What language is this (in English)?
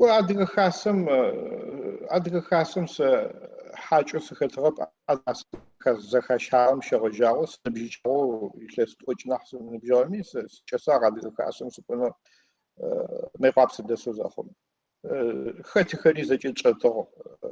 Adyghe